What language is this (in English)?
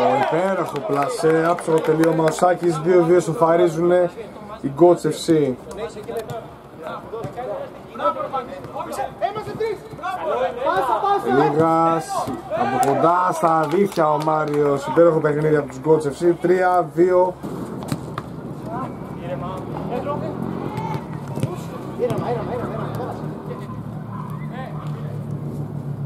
Greek